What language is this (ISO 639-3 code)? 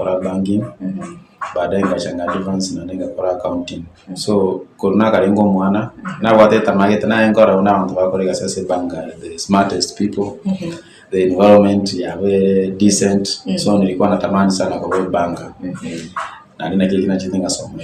guz